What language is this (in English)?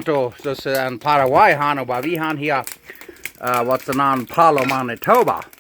Plautdietsch